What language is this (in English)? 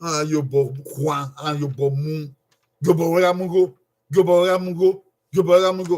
Bini